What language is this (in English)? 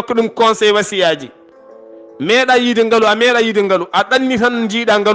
Fula